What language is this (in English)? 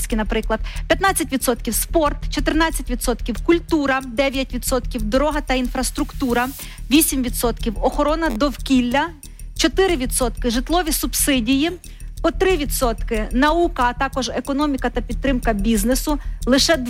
Ukrainian